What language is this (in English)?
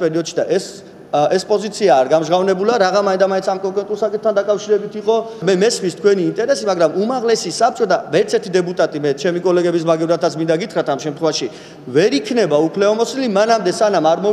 Georgian